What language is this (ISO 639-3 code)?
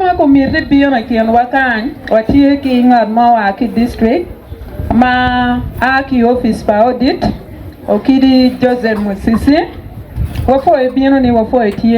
ach